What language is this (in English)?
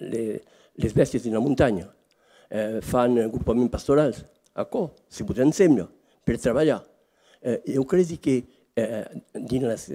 Occitan